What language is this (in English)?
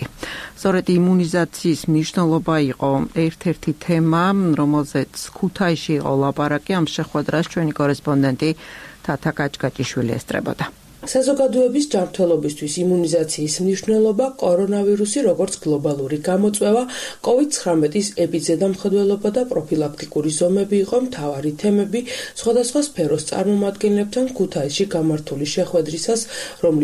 Georgian